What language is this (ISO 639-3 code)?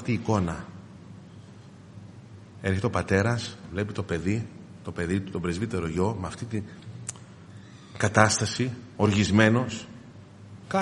ell